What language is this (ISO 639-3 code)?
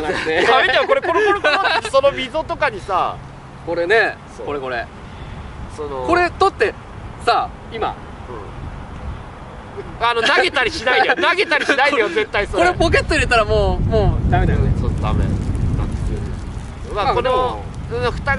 jpn